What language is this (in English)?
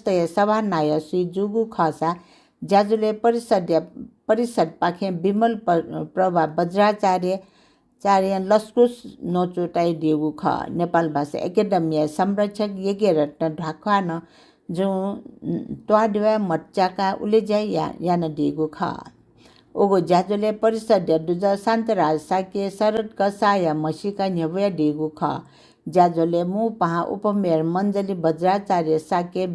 Newari